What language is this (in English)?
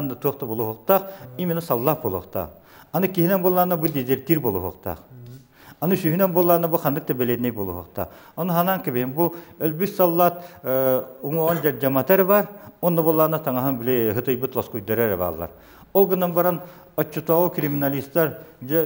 Yakut